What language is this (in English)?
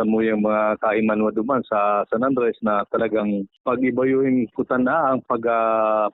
Bikol